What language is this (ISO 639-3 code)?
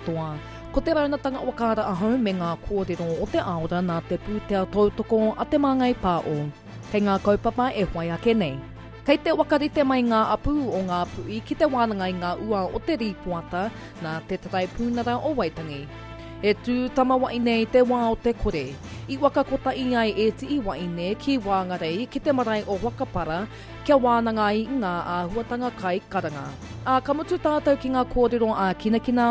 mri